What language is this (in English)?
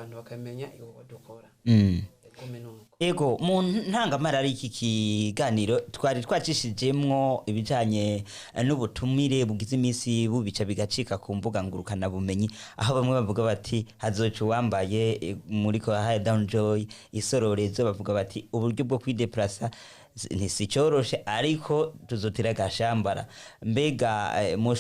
Rundi